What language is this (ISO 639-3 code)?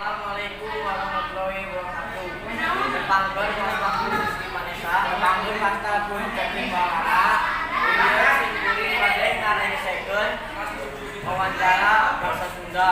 sun